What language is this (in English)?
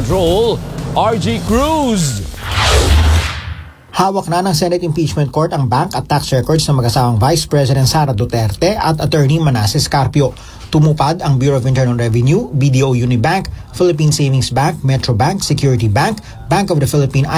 Filipino